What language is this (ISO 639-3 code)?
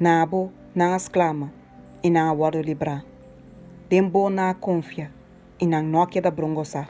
pap